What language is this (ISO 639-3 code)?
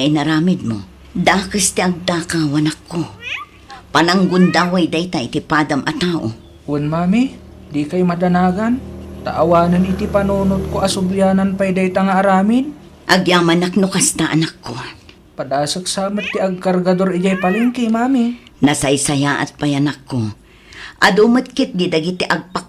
ilo